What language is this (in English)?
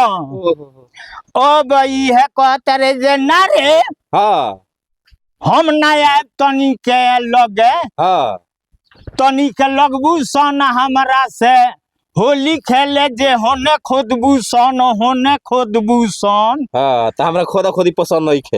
Bhojpuri